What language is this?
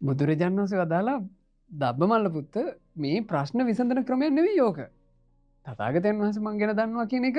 Sinhala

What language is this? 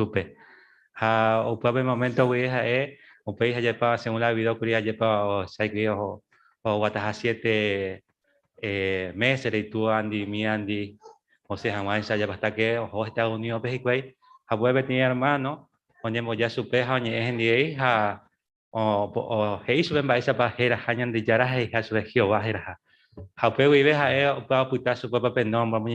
Guarani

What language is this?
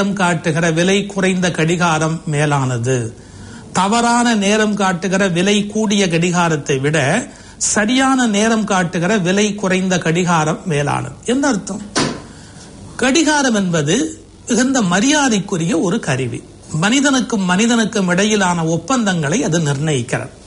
Tamil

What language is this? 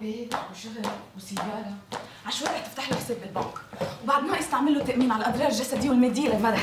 North Levantine Arabic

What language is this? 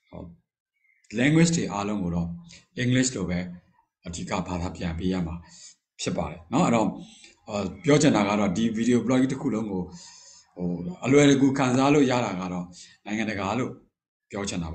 Burmese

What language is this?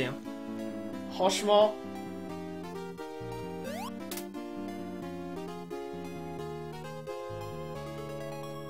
French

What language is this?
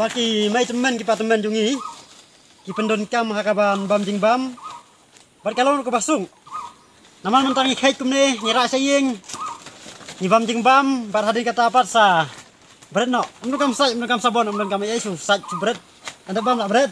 Khasi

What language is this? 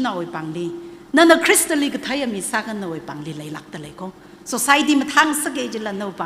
Tangkhul Naga (India)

